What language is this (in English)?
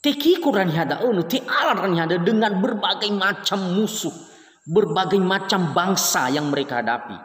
Nias